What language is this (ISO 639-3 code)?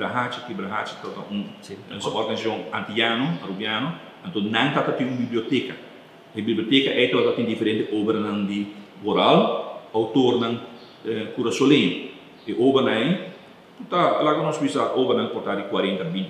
pap